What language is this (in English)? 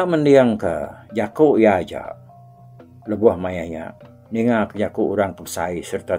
Iban